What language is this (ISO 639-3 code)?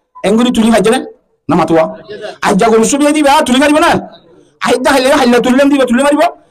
rhg